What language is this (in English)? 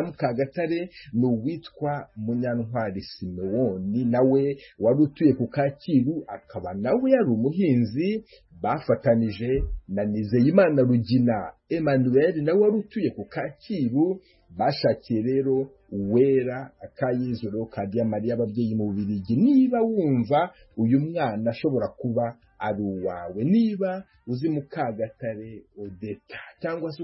Kinyarwanda